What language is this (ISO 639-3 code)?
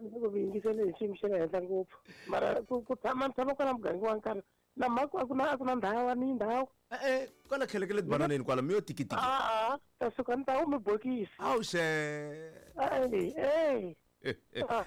tso